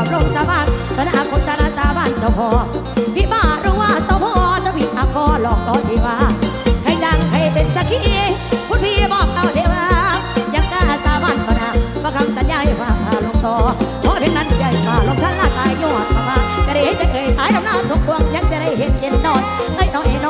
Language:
Thai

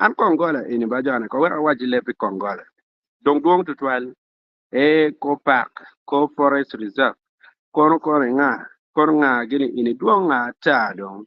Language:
Acoli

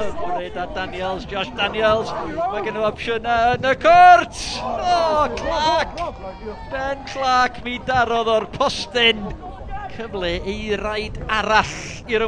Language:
Welsh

